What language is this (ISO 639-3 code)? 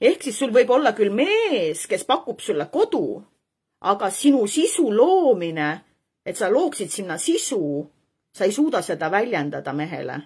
est